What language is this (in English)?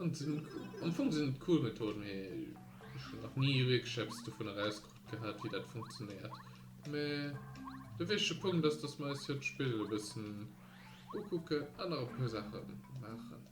Luxembourgish